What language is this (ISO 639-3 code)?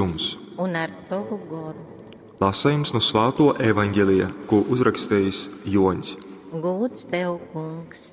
ltg